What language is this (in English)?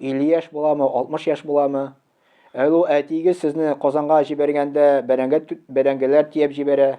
Tatar